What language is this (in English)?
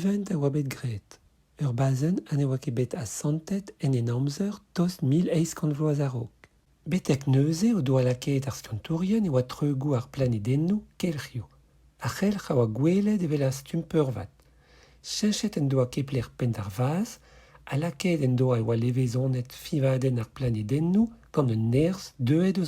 Breton